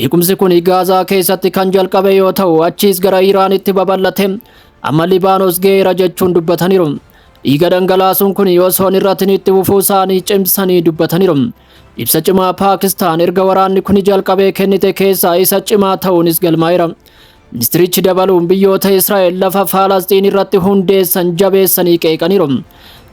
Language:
Oromo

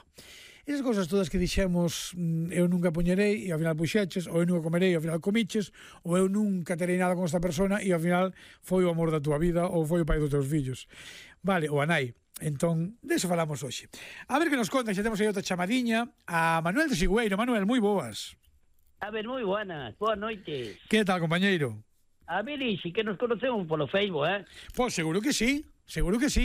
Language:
Galician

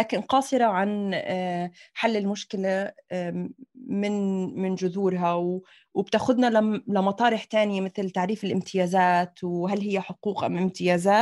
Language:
North Levantine Arabic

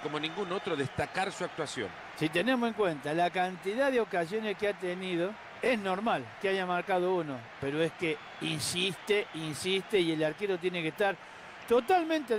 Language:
Spanish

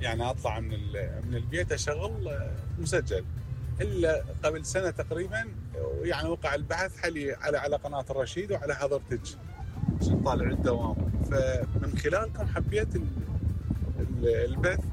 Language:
Mesopotamian Arabic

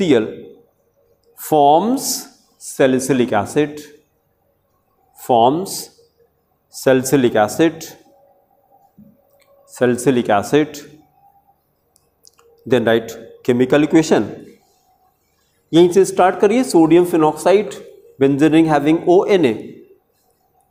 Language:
Hindi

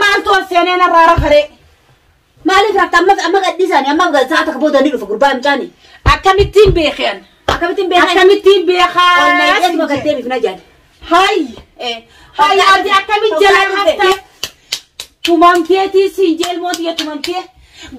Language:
Oromo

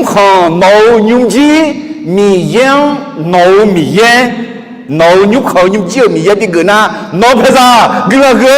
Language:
Akha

